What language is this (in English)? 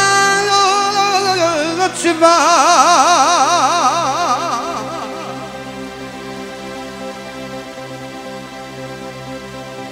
Romanian